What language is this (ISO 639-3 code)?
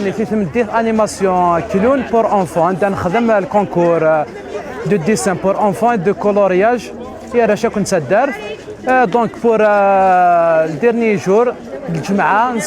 kab